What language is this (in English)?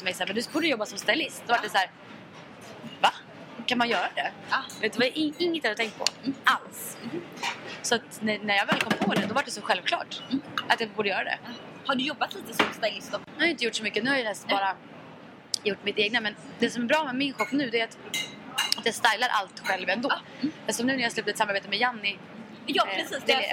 Swedish